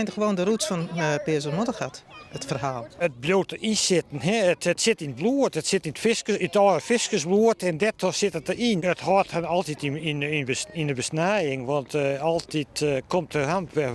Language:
Western Frisian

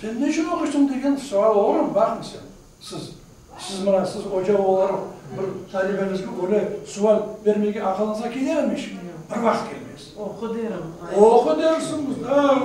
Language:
Crimean Tatar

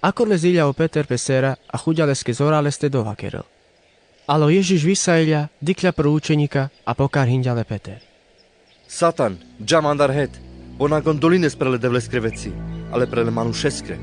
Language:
Carpathian Romani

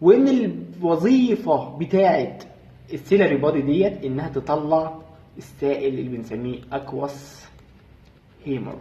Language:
Egyptian Arabic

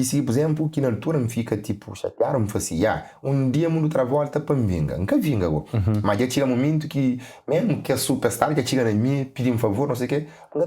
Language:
Kabuverdianu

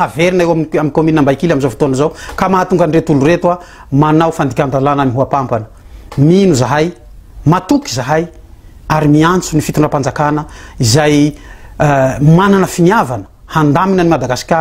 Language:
Malagasy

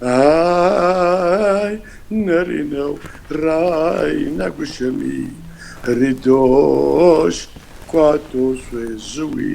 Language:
Kabardian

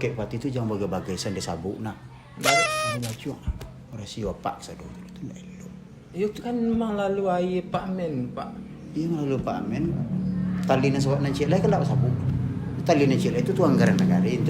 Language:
Minangkabau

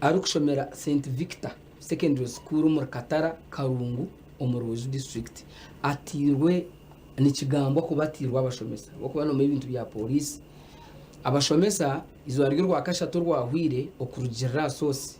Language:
Nyankole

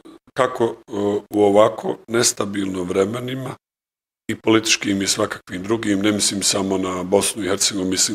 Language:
Bosnian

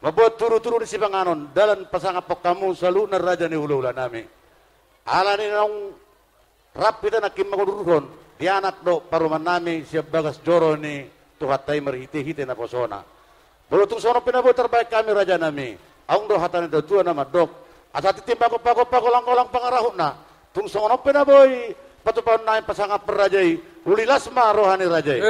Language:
Batak Toba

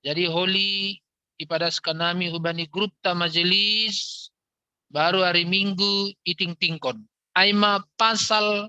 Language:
Batak Simalungun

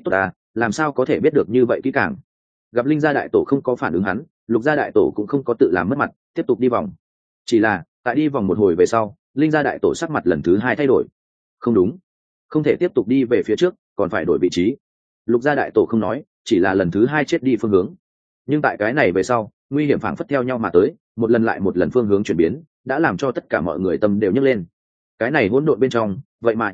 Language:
Vietnamese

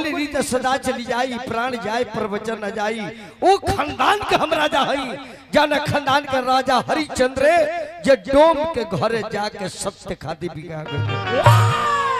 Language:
Bhojpuri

